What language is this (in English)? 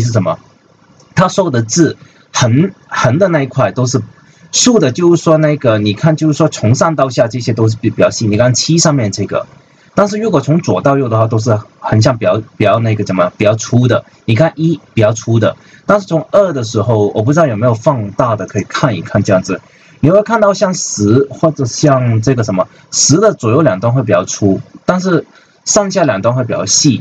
Chinese